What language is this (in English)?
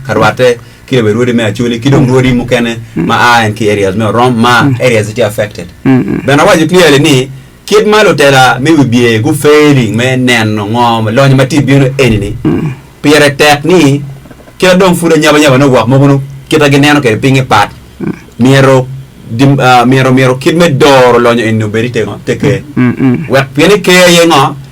Acoli